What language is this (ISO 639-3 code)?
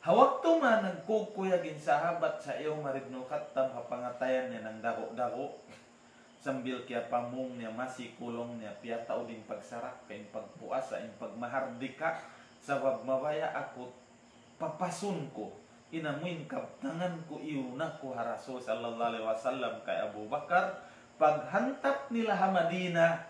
tsg